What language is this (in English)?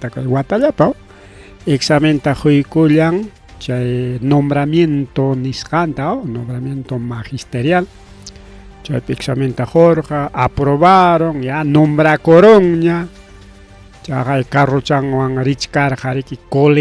Ayacucho Quechua